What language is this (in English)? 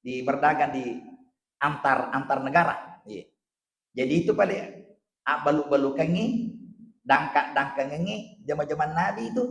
Buginese